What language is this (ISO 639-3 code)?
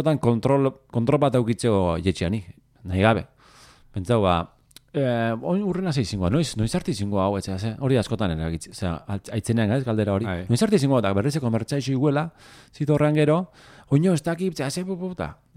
eus